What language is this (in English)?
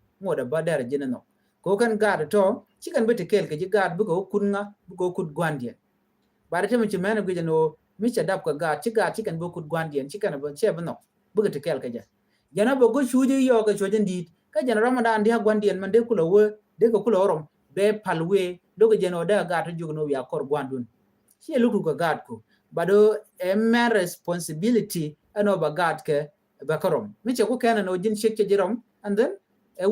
Nuer